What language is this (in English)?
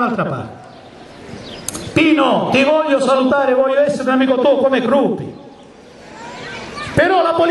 Italian